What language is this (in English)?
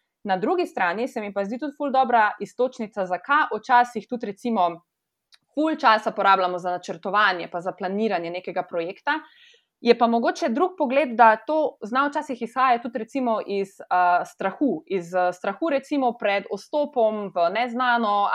Slovenian